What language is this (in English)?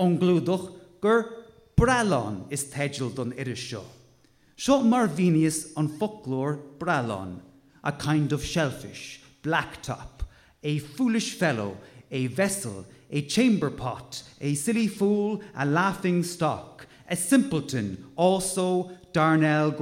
Irish